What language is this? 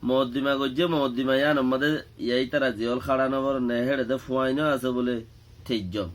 Rohingya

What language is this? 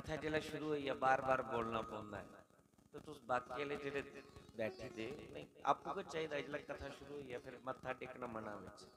Dogri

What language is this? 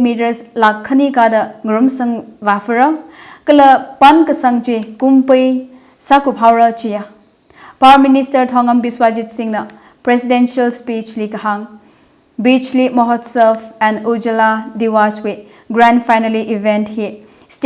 Tangkhul Naga (India)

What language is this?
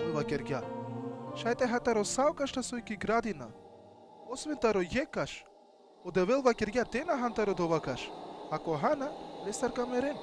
Balkan Romani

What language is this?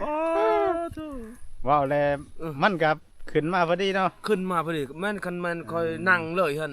Northeastern Thai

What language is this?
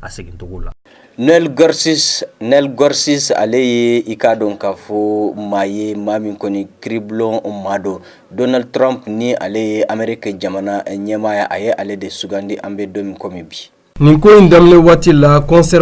Bambara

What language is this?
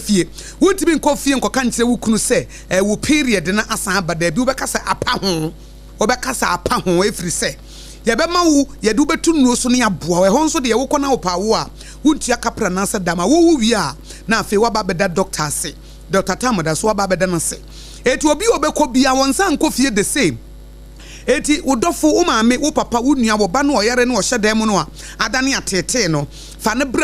Akan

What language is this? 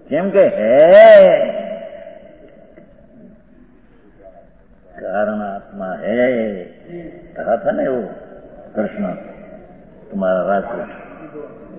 Hindi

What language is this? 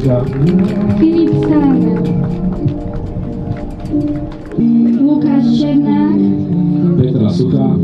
Slovak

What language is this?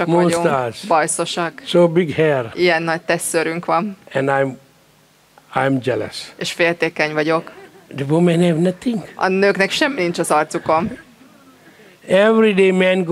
Hungarian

